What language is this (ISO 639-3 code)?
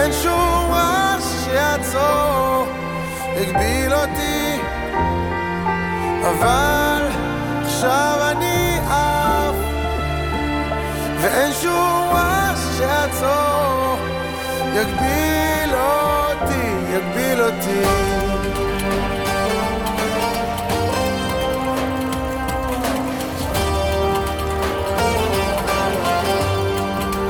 heb